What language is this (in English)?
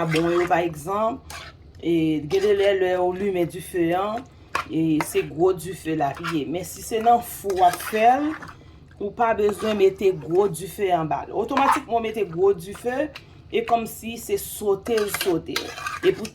Haitian Creole